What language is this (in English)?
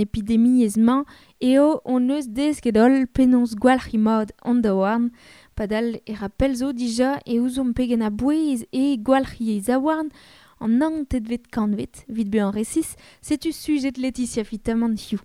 Breton